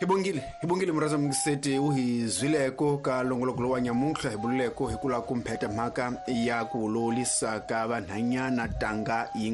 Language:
Tsonga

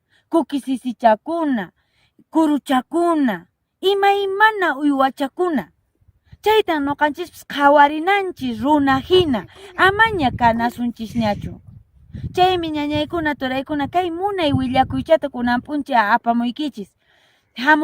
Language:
Quechua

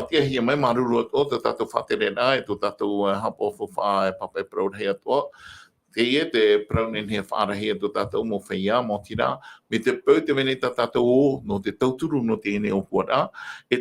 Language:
Tahitian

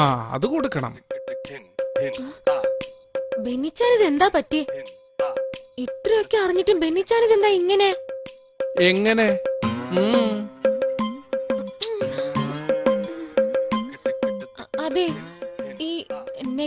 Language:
Malayalam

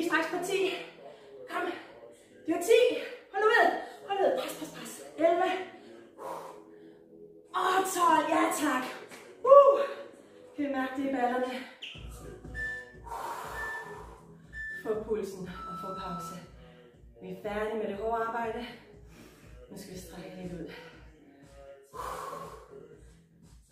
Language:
Danish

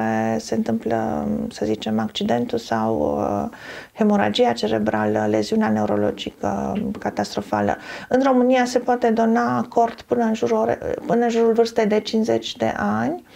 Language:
Romanian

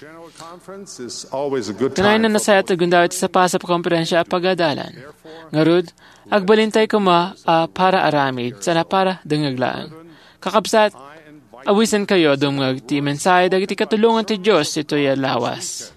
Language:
Iloko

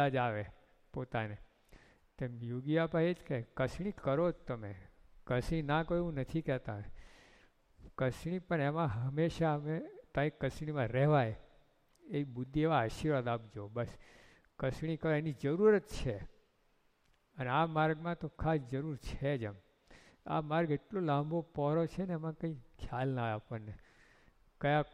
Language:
Gujarati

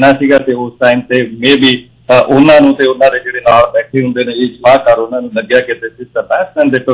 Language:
Punjabi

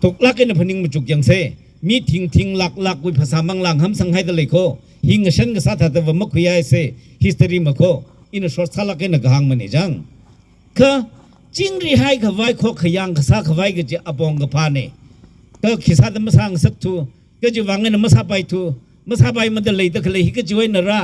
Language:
Tangkhul Naga (India)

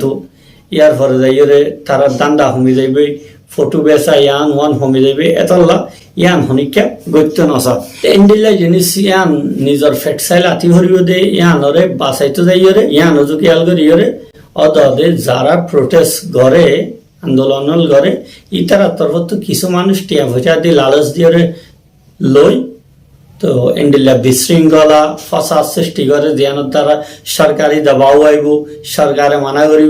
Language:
Rohingya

